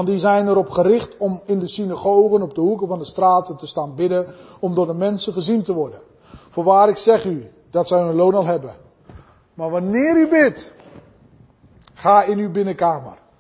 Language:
Dutch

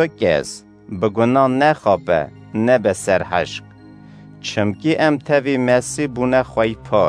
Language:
Kurdish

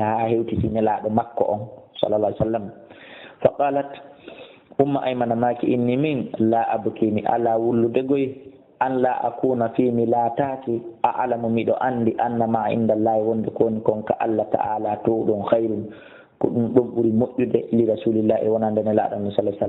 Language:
Fula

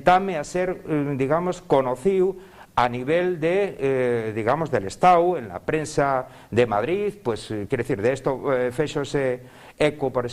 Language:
Asturian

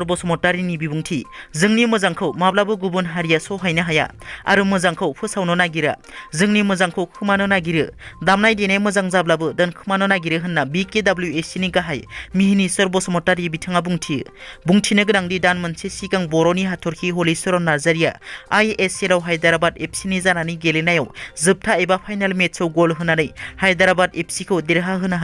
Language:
Bodo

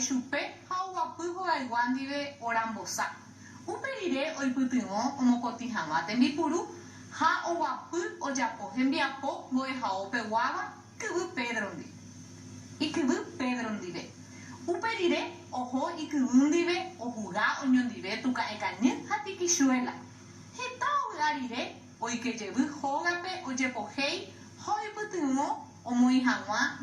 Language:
Guarani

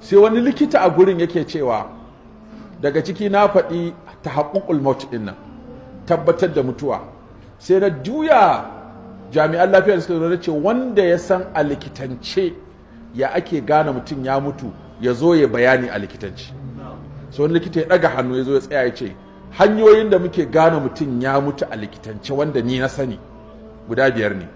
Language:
Hausa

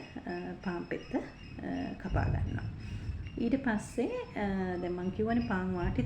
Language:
Sinhala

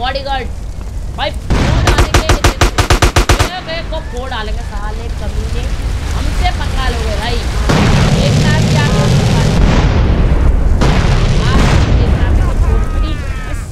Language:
Hindi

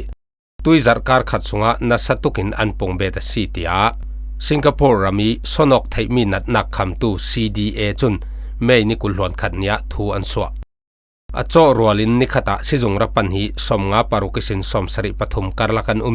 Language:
Falam Chin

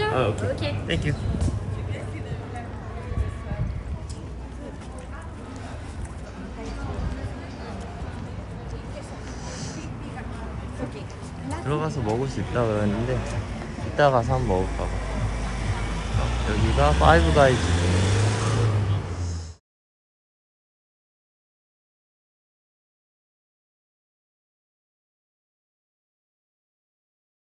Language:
Korean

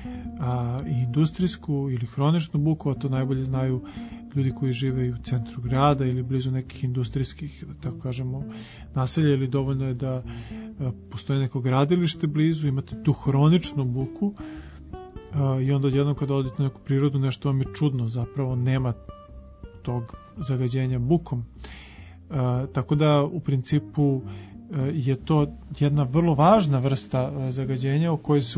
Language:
Serbian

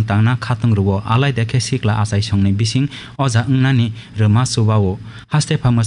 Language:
Kok Borok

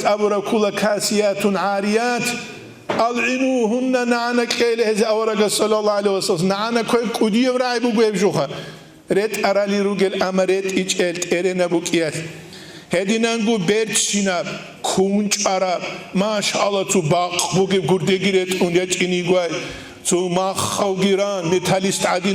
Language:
Avaric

